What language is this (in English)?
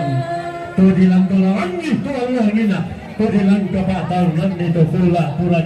Toraja-Sa'dan